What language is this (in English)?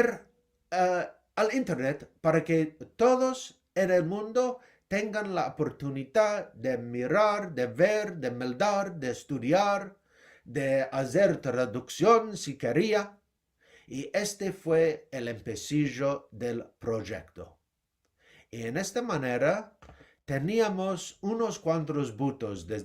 Ladino